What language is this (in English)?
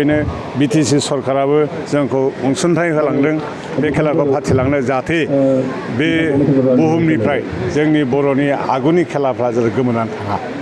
Bodo